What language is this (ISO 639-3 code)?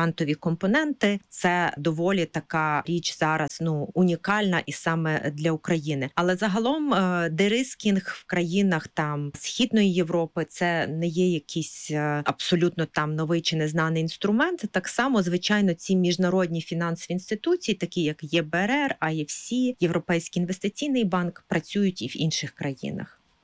ukr